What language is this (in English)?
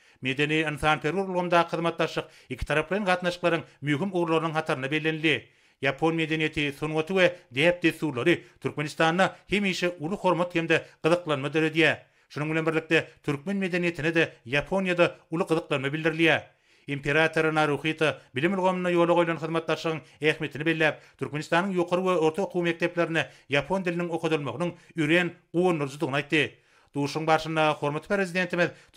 Turkmen